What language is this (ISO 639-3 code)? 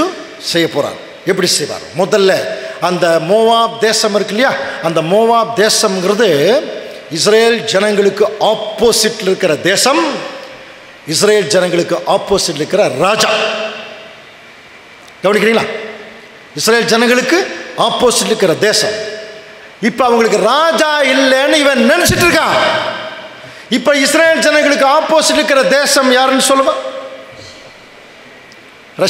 tam